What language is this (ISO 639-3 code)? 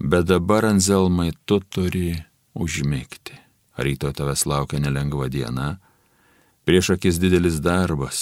lit